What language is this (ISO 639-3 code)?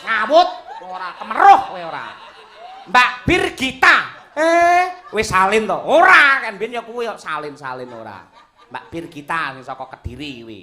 jav